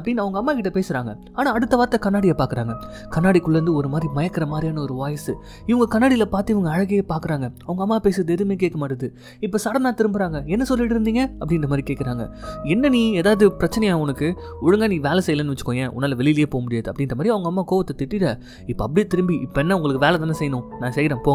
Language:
Tamil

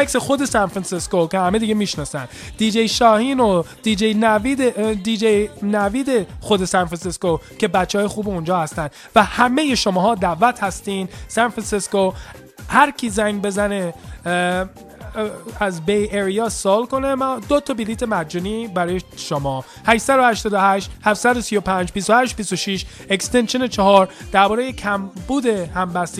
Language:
Persian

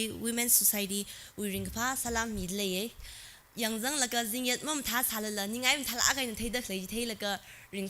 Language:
Tangkhul Naga (India)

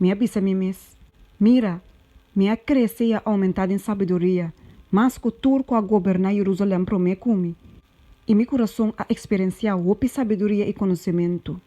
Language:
Papiamento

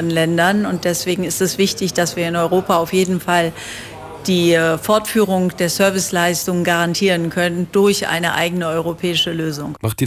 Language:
Luxembourgish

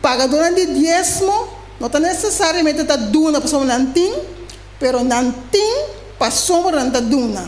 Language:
Papiamento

